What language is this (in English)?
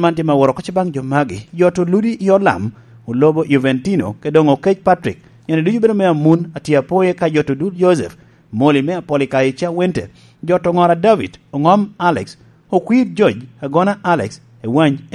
Lango (Uganda)